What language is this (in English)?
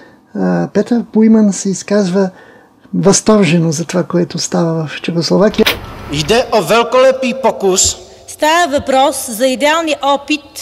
Bulgarian